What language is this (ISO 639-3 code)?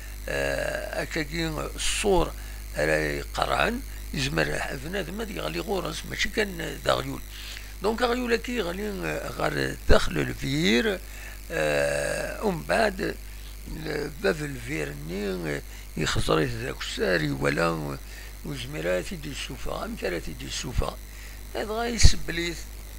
kab